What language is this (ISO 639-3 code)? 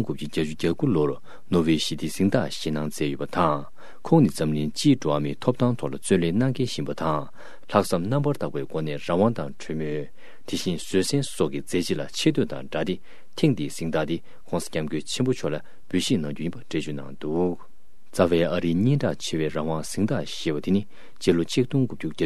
bod